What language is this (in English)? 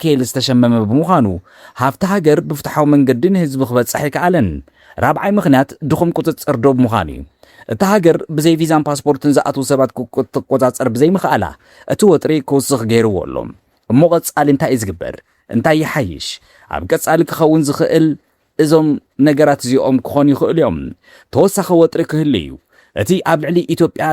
Tigrinya